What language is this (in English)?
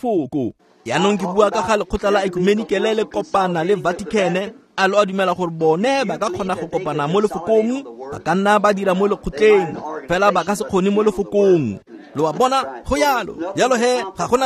Tswana